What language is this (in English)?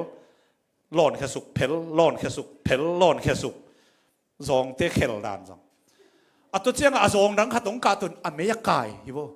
Tedim Chin